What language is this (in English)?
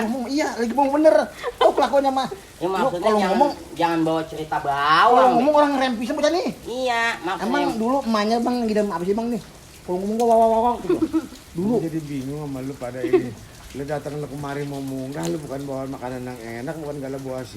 Betawi